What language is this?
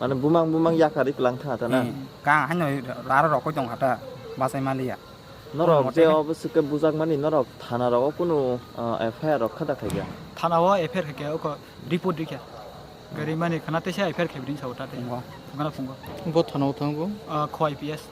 Kok Borok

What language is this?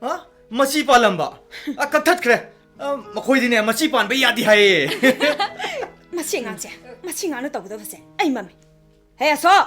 Manipuri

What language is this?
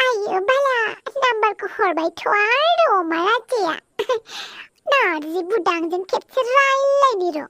Bodo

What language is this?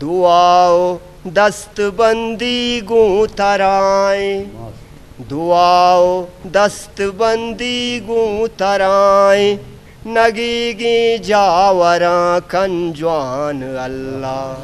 Eastern Balochi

